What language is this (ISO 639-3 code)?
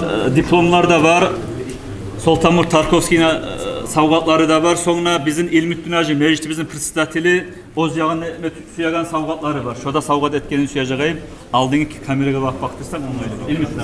kum